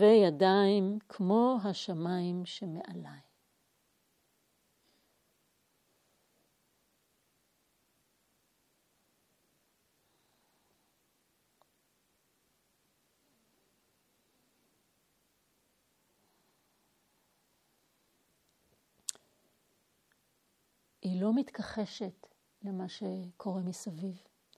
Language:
Hebrew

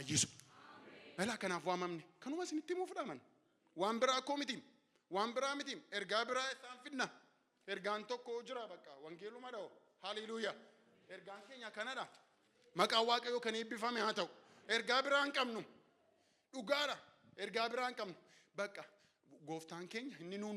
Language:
Oromo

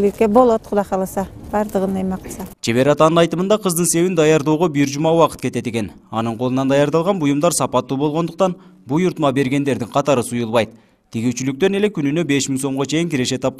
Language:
Kyrgyz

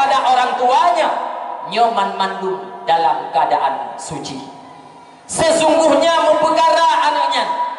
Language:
Achinese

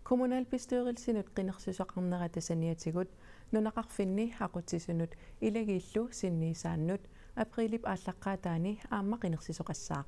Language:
Kalaallisut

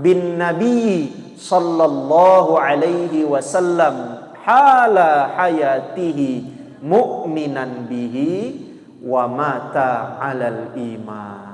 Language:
Musi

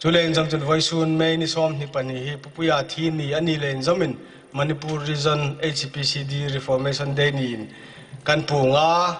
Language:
Hmar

